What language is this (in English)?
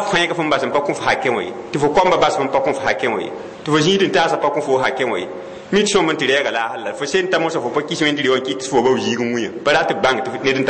Mossi